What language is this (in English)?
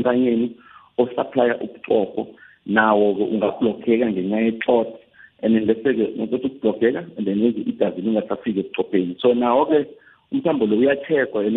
South Ndebele